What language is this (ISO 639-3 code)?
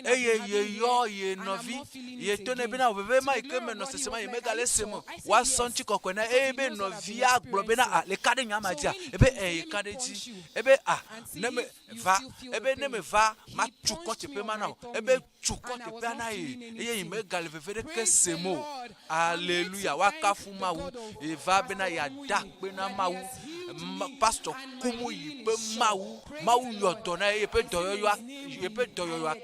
ewe